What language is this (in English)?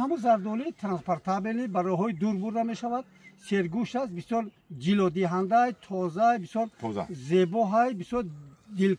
Tajik